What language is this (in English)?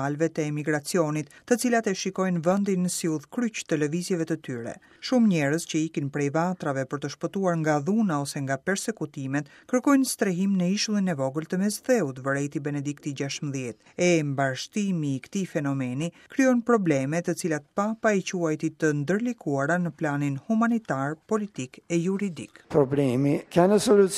Albanian